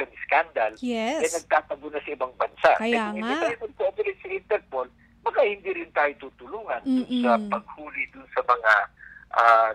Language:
Filipino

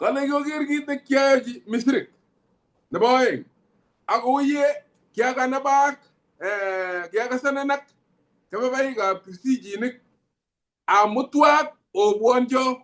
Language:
Kalenjin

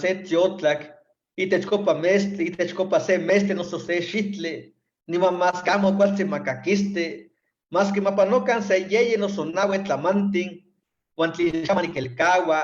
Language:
Eastern Huasteca Nahuatl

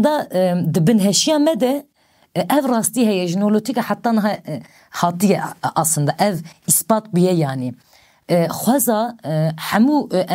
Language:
Kurdish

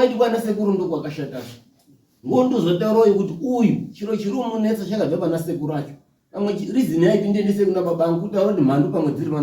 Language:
Shona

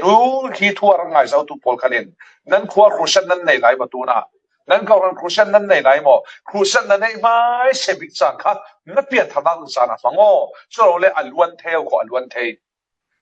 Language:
Falam Chin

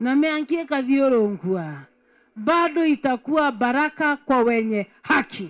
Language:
Meru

